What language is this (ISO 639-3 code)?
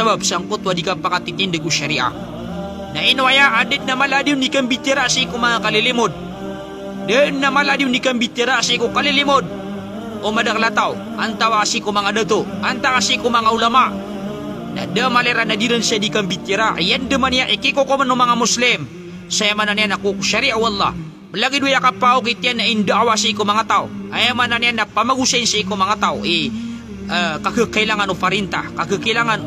mrw